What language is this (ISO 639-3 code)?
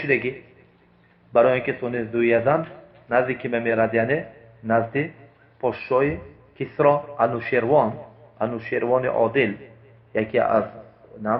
tgk